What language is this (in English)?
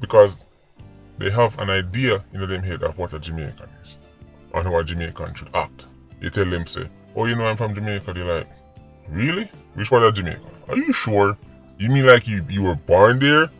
Jamaican Creole English